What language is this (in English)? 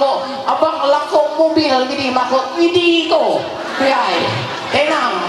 Ma'anyan